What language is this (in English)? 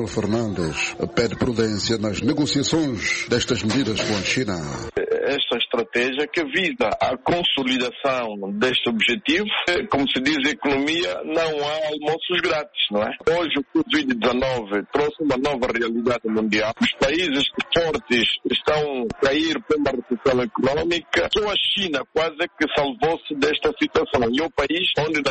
Portuguese